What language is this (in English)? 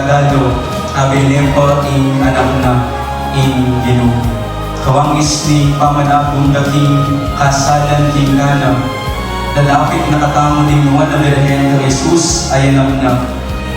Pampanga